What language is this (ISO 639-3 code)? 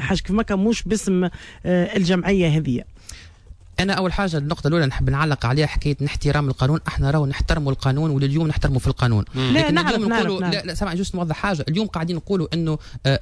aeb